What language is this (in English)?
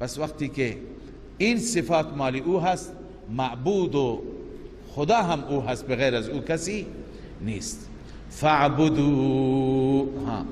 Persian